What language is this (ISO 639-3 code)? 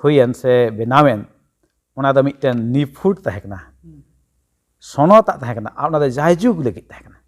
sat